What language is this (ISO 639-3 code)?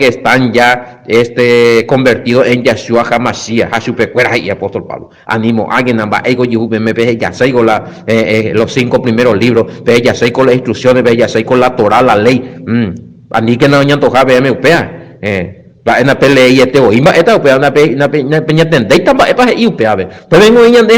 grn